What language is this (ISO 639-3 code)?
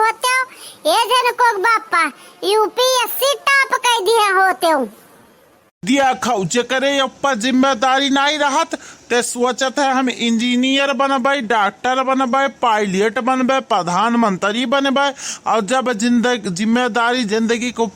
awa